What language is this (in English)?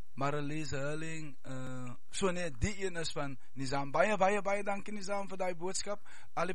Afrikaans